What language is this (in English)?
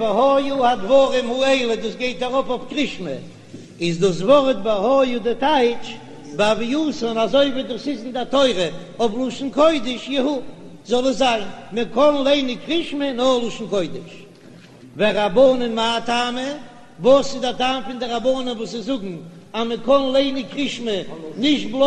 Yiddish